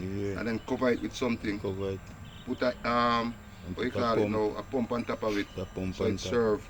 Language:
Jamaican Creole English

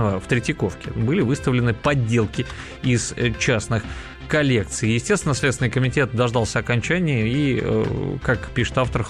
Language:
Russian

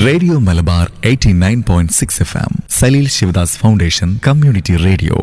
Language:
Malayalam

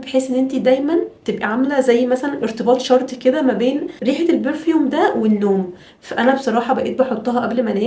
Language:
Egyptian Arabic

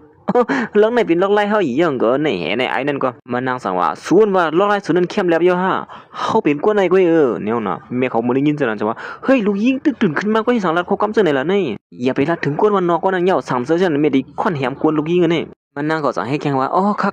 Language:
Shan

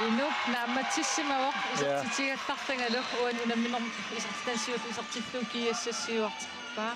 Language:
Kalaallisut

